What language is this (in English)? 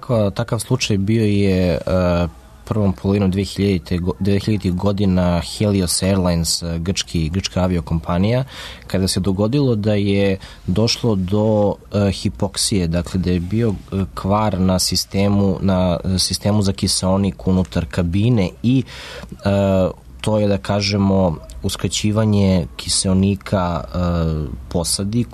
Serbian